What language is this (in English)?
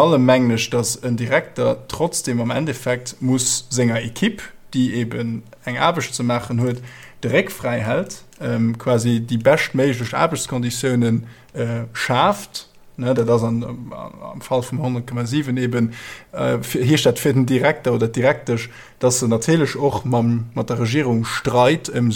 Luxembourgish